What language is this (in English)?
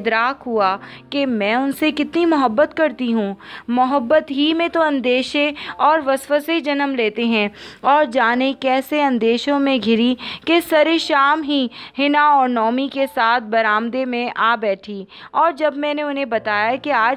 Urdu